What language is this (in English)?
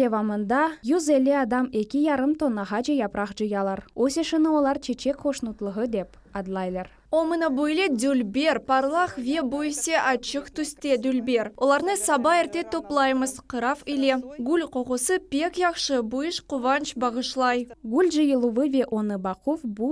Crimean Tatar